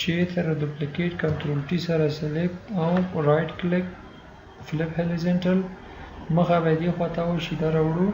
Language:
Pashto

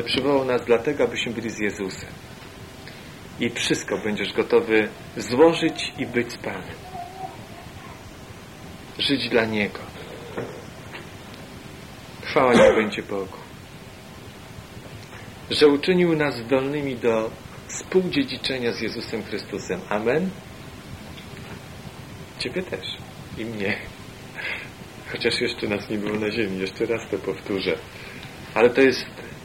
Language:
Polish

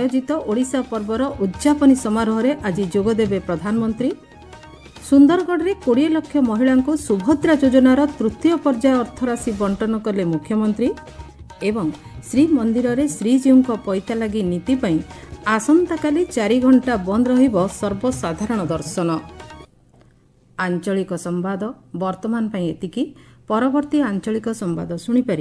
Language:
Odia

